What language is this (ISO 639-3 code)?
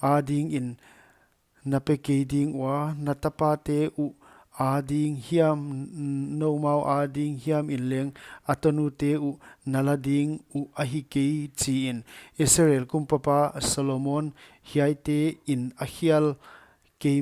pck